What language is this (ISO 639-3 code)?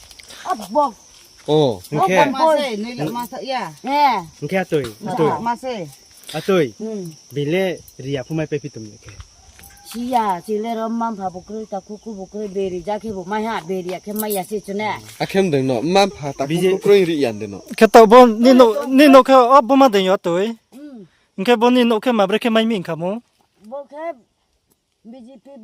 ria